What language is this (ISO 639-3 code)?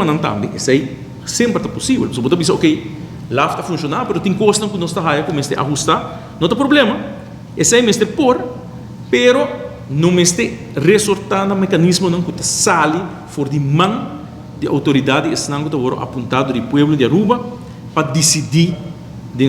pap